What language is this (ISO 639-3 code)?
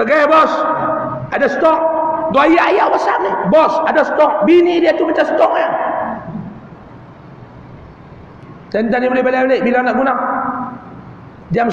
msa